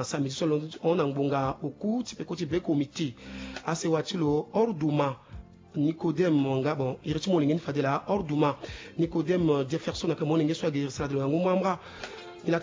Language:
Sango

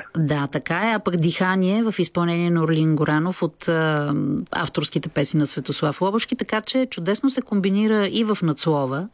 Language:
Bulgarian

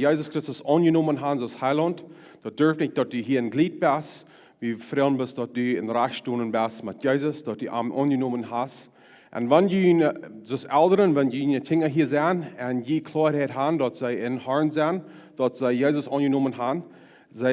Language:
Plautdietsch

